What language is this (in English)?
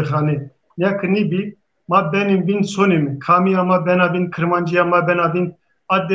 Zaza